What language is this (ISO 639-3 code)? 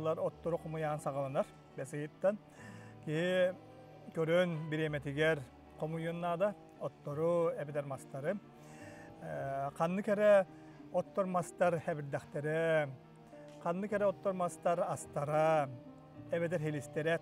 sah